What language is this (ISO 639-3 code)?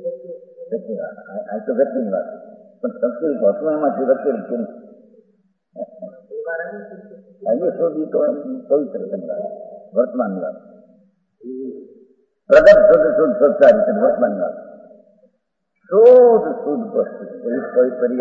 guj